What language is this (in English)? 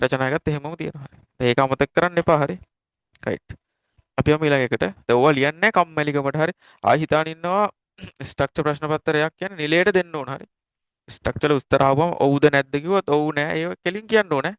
Sinhala